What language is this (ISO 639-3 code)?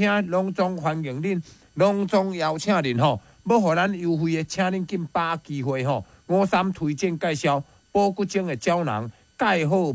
nan